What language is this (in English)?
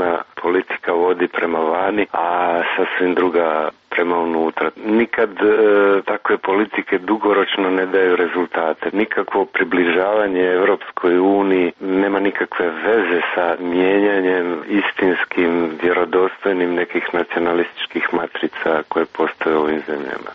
Croatian